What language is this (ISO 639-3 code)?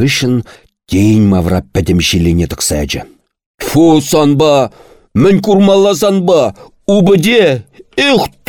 chv